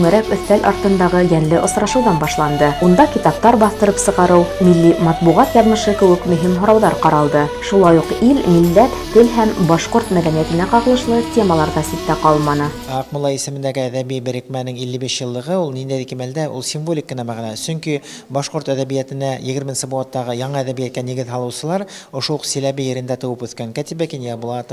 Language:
Bashkir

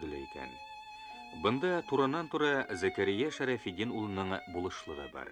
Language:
Bashkir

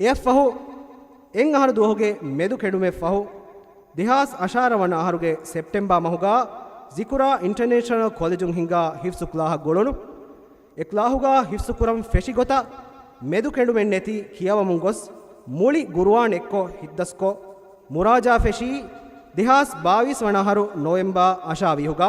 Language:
Divehi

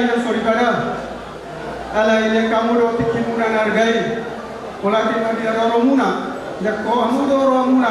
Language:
Batak Toba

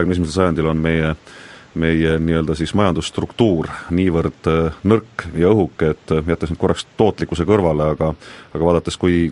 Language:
Estonian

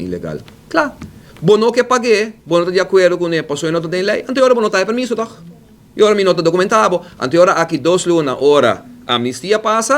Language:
Papiamento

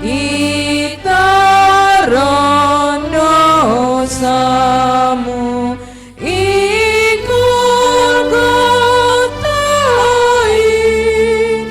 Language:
Batak Simalungun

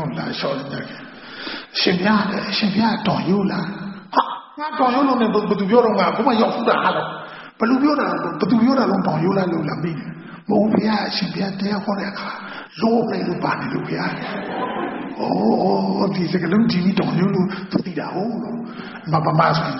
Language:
Burmese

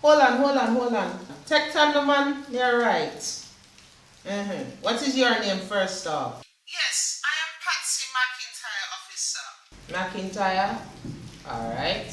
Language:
Jamaican Creole English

